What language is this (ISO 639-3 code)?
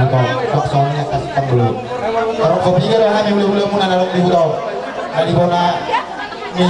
bbc